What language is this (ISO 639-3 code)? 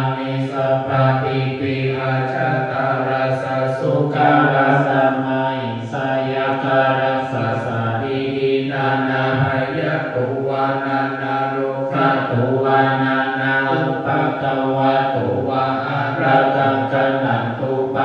pli